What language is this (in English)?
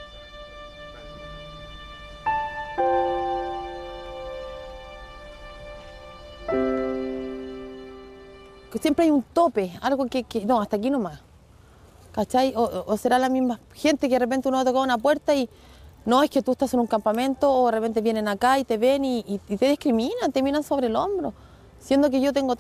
Spanish